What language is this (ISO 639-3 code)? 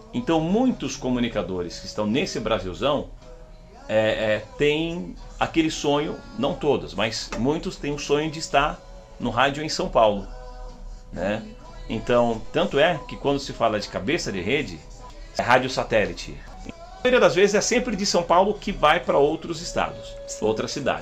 por